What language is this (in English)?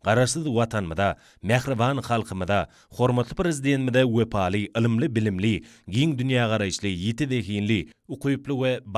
Turkmen